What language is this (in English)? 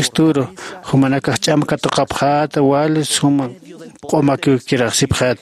Aymara